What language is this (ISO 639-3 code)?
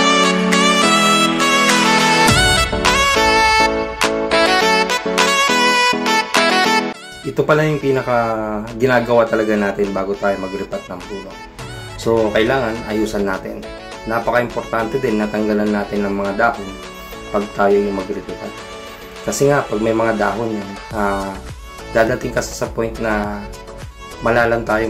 fil